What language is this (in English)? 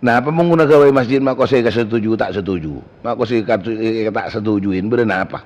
Madurese